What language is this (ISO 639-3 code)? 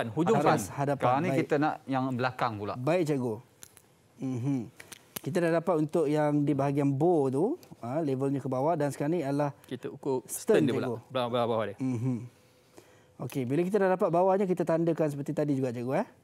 msa